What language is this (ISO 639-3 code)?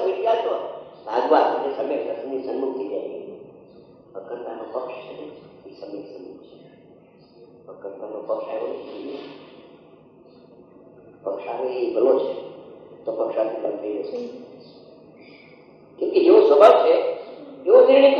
guj